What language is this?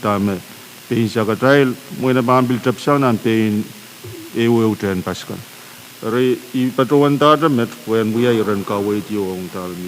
Pohnpeian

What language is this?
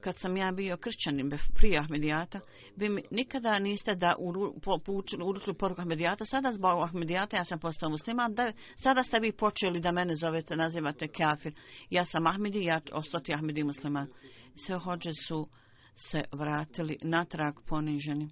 Bosnian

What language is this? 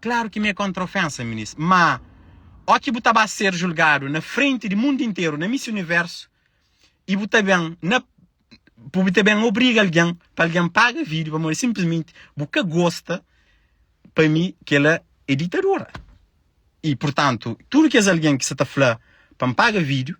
Kabuverdianu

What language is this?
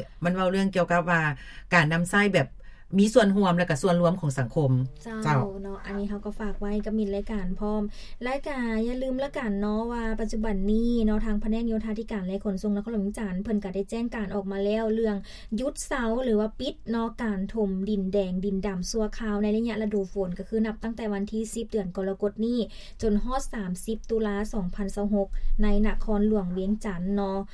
Lao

